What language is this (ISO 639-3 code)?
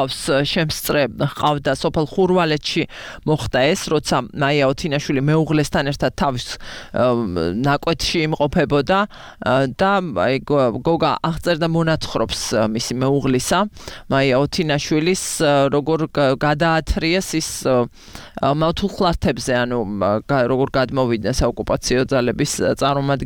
kat